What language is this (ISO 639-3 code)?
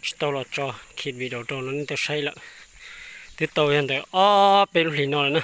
hmn